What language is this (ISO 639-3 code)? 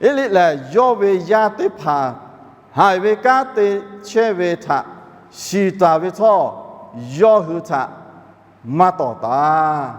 lhu